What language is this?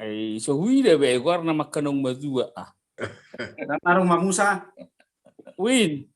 Batak Toba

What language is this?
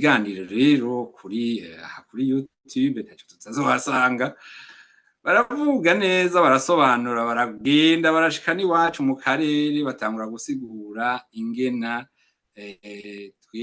Rundi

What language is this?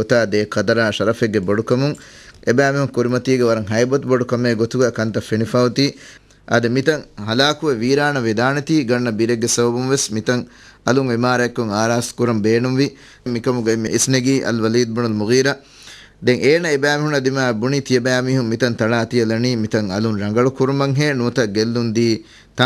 Divehi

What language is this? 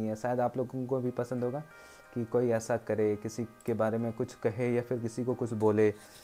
Hindi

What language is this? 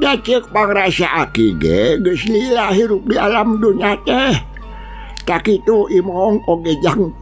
Sundanese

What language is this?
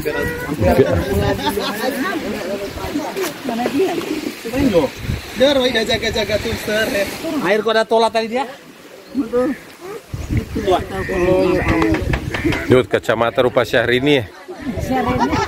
Indonesian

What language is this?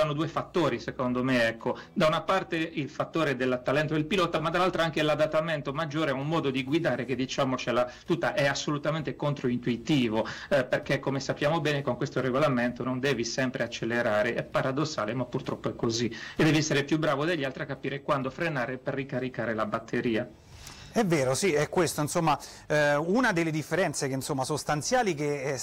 Italian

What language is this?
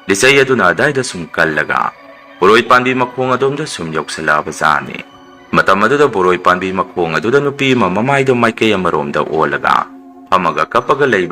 Manipuri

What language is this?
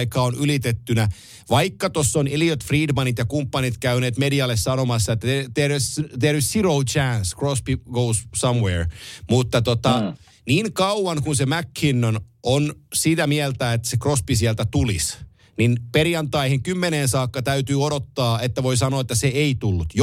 Finnish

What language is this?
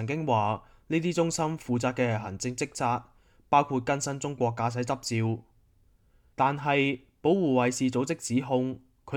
Cantonese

